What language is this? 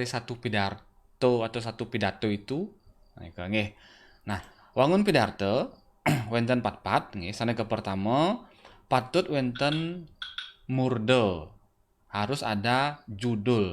Balinese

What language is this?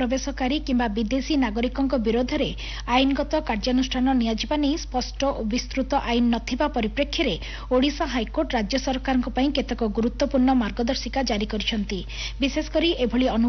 Odia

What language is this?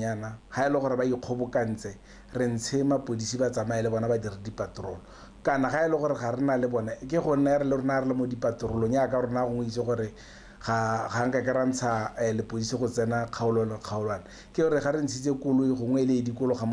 Tswana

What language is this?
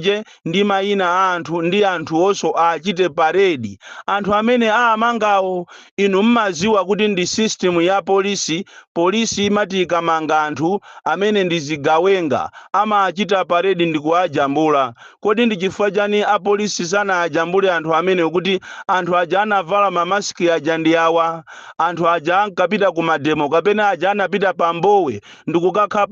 Nyanja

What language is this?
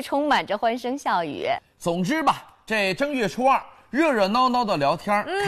Chinese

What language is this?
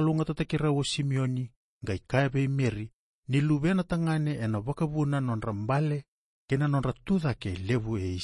Fijian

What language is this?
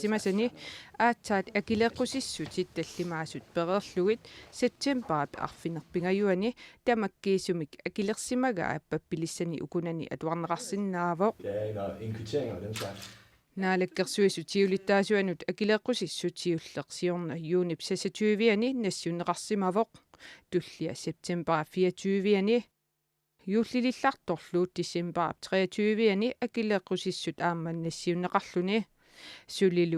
Kalaallisut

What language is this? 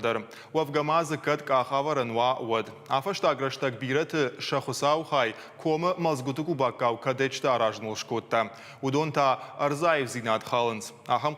Ossetic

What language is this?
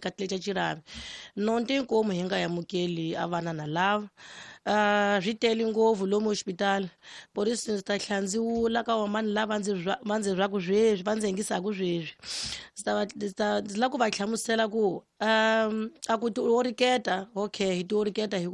Tsonga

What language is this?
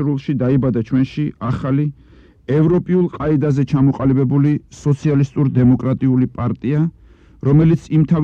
Georgian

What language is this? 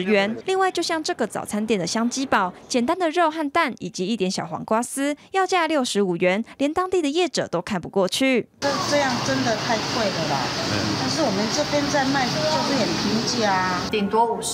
Chinese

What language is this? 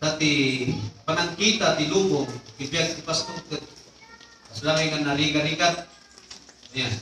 Iloko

